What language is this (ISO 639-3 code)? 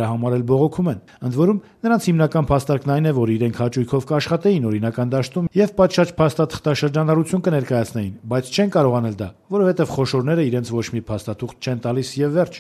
hye